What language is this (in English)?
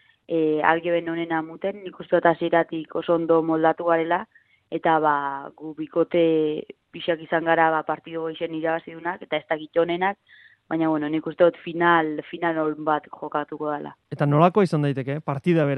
Basque